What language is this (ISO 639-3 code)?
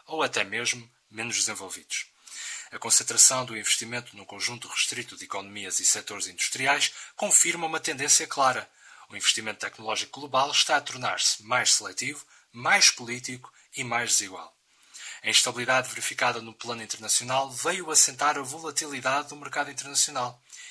por